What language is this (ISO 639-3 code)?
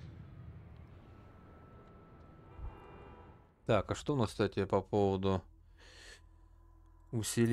rus